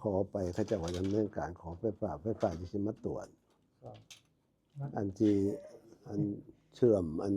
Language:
Northeastern Thai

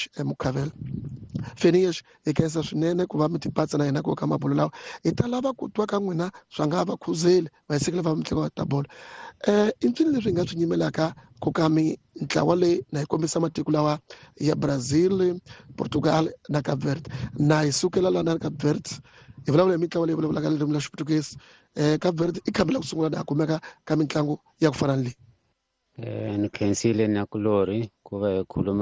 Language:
Tsonga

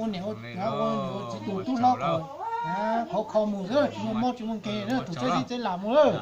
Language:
Hmong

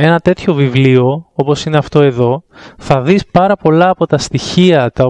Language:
Greek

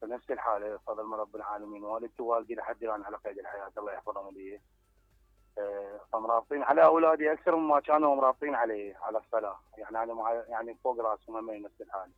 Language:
Mesopotamian Arabic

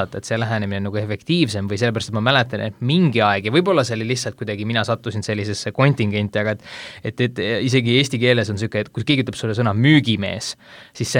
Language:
Estonian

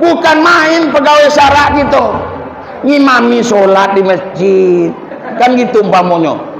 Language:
Minangkabau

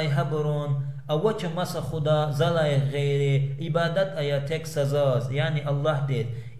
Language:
Lezghian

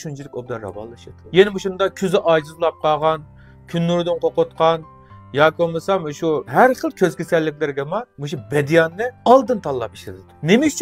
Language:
Uyghur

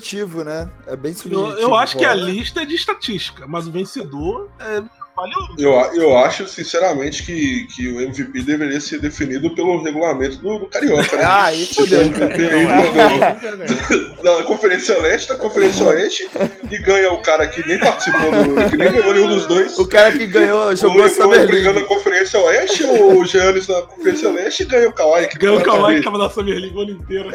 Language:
Portuguese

